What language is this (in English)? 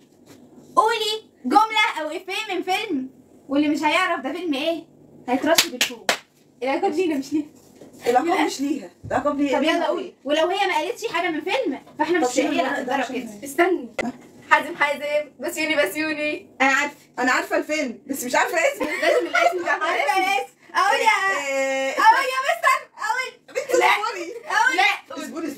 Egyptian Arabic